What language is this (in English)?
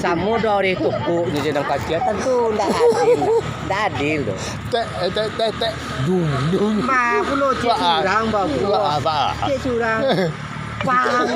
Minangkabau